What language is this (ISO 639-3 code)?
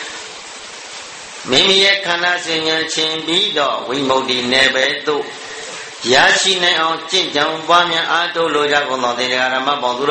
mya